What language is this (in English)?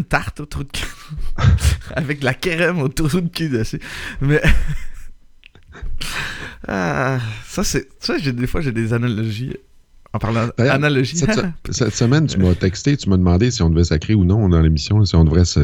French